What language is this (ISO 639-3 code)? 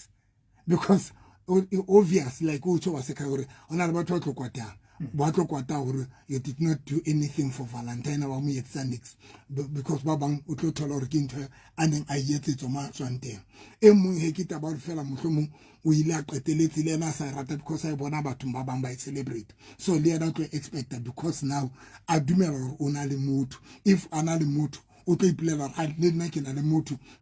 sot